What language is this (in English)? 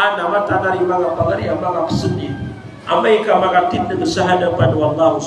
Maranao